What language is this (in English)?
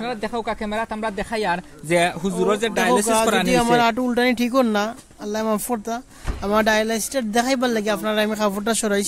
Sylheti